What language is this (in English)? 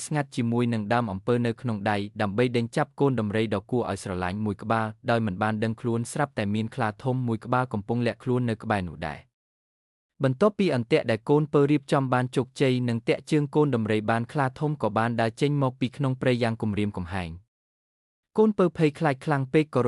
Khmer